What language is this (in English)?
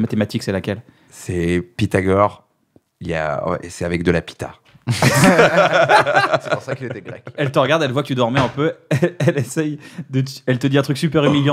French